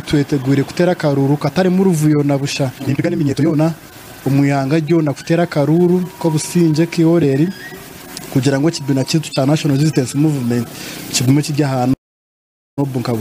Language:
Nyankole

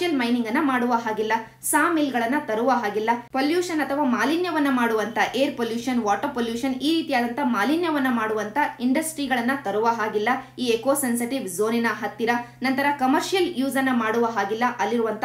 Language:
Kannada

